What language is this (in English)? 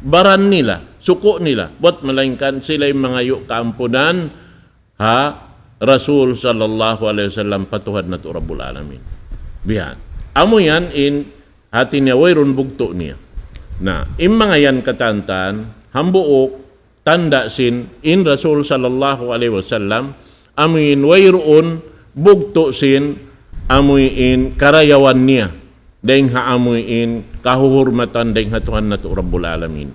Tausug